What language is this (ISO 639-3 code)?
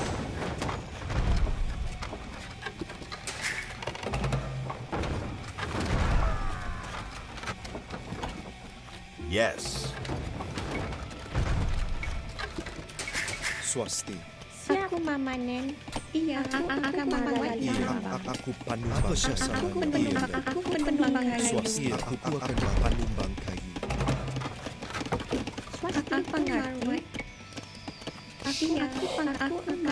msa